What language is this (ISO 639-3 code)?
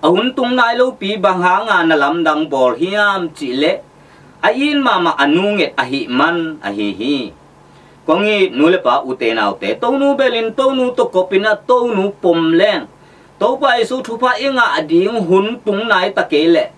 ctd